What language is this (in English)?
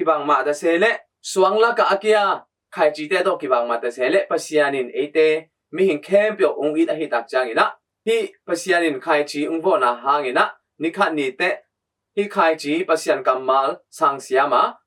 Tedim Chin